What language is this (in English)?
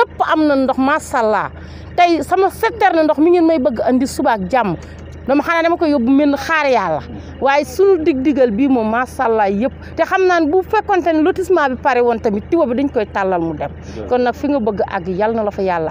Wolof